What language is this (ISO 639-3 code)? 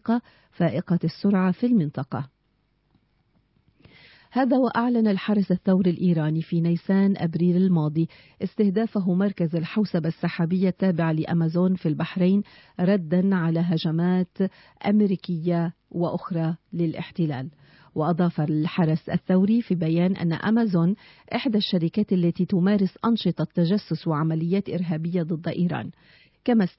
ara